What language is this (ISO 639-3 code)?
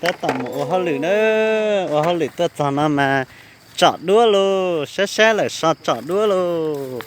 hmn